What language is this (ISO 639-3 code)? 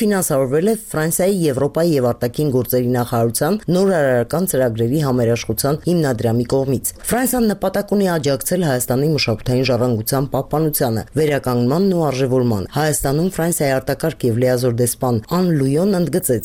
hye